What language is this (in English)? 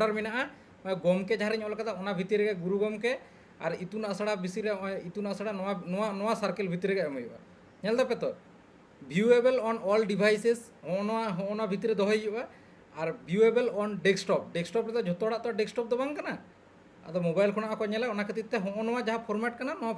Santali